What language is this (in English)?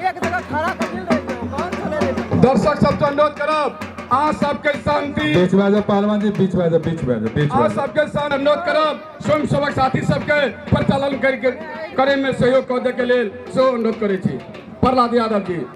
Maithili